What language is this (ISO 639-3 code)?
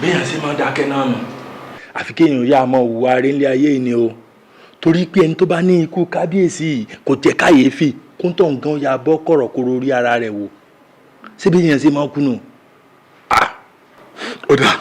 yor